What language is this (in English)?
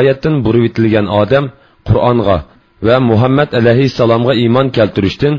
Uyghur